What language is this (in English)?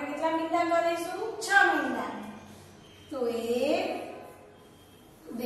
Gujarati